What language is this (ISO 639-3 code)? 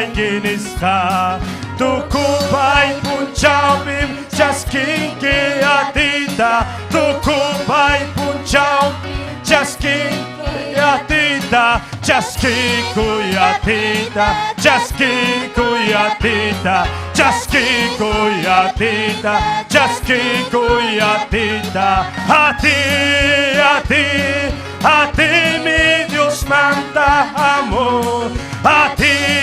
quy